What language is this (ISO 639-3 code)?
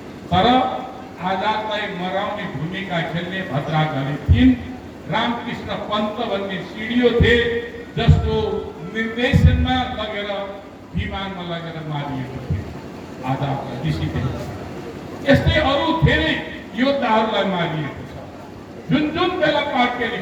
nep